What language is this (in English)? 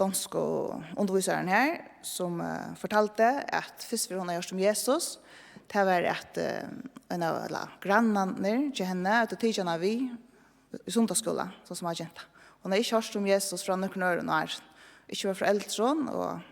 Faroese